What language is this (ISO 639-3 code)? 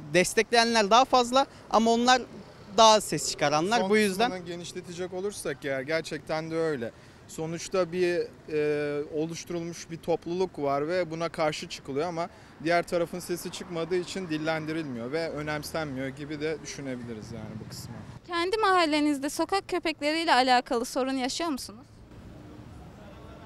tur